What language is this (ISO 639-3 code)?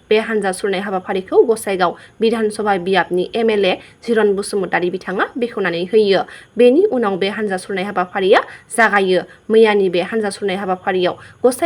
brx